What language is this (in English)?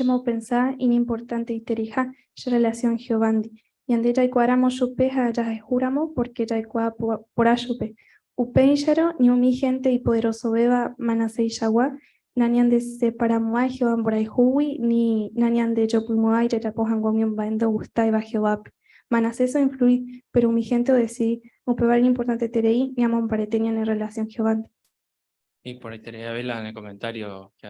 Guarani